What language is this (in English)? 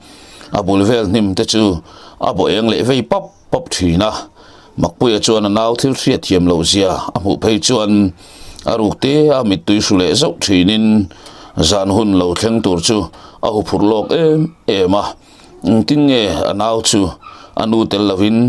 Mizo